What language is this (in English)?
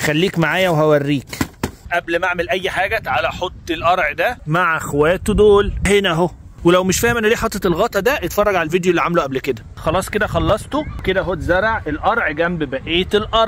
Egyptian Arabic